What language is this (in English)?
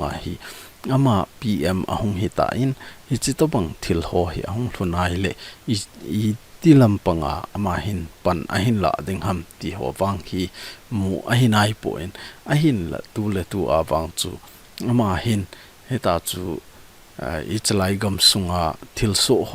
Thado Chin